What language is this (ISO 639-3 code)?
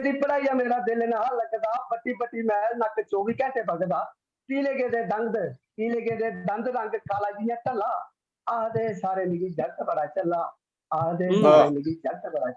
doi